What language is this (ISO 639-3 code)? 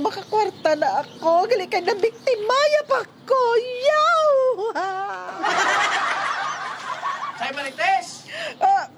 hil